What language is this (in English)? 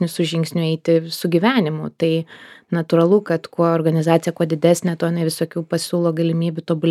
Lithuanian